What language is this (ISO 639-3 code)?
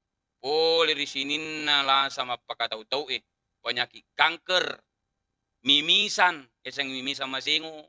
bug